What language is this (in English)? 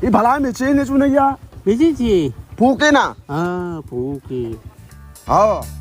Baluchi